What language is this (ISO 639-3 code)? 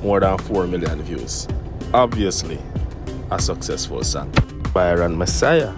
jam